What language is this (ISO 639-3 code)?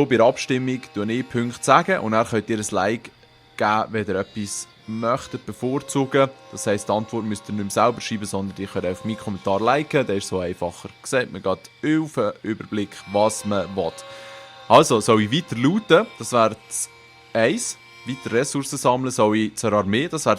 gsw